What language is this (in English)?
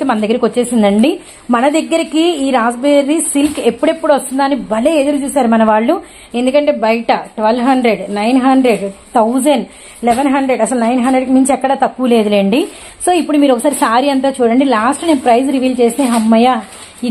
Telugu